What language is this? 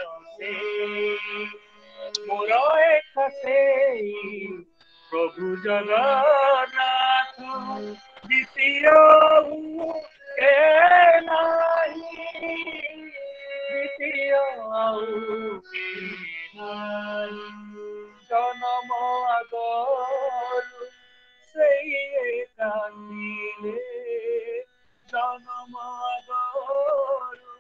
Odia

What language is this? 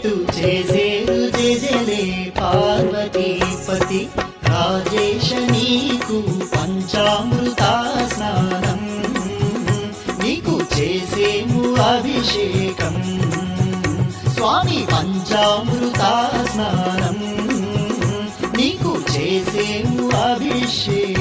Telugu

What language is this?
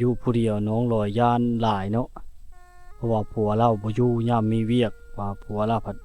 Lao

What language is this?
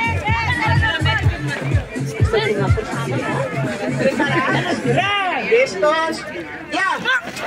Catalan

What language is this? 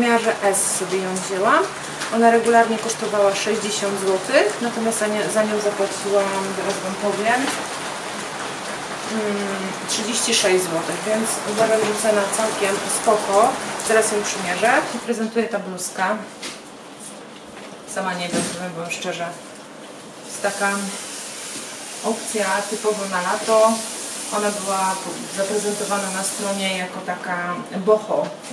Polish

